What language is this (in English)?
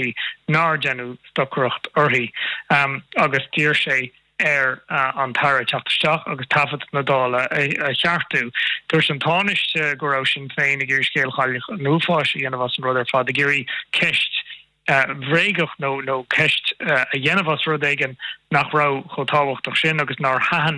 Irish